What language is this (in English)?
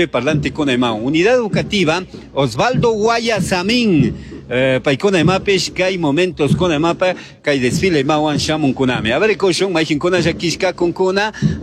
Chimborazo Highland Quichua